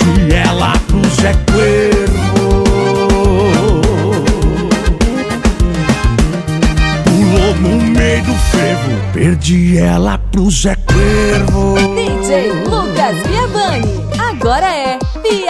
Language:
Portuguese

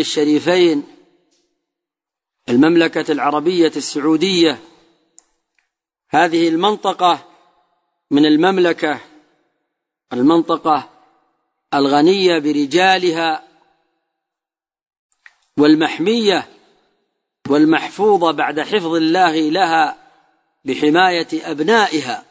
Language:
Arabic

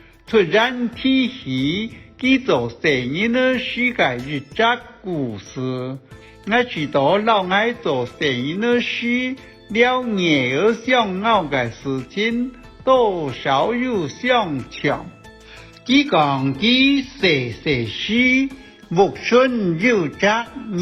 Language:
Hakka Chinese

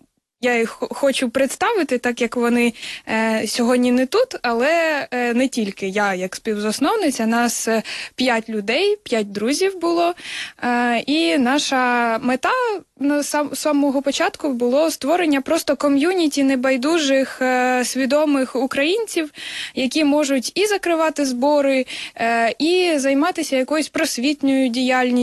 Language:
Ukrainian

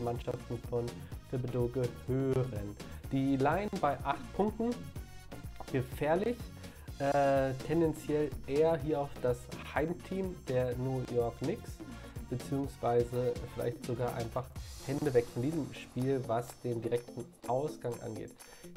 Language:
German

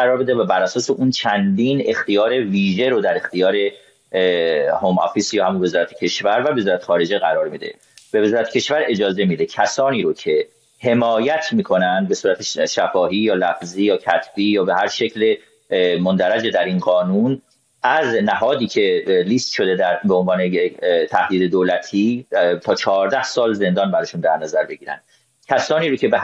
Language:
Persian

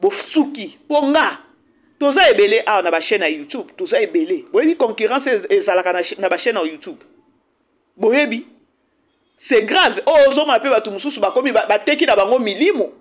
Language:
Lingala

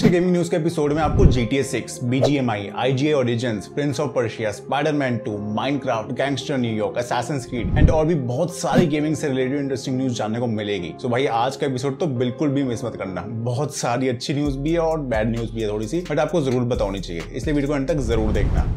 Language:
Hindi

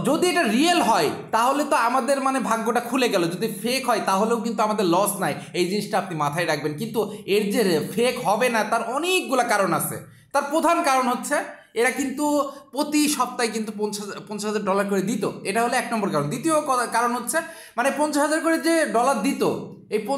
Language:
Bangla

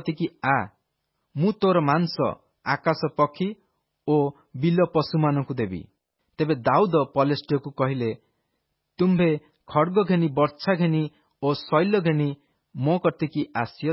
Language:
Odia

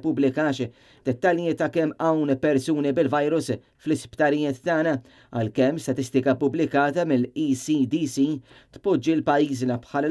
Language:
Maltese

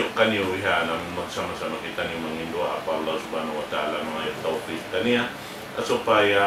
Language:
Tausug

